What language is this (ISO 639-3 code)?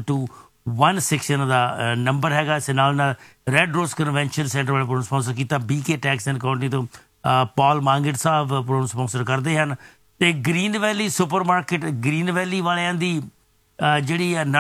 pan